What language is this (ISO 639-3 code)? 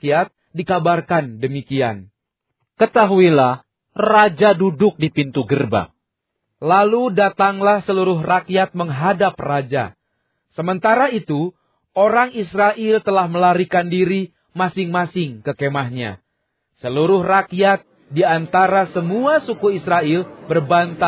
ind